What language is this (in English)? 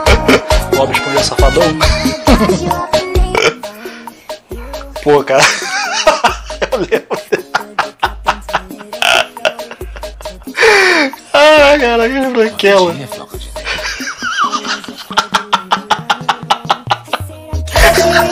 Portuguese